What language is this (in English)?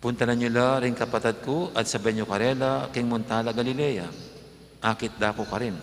Pampanga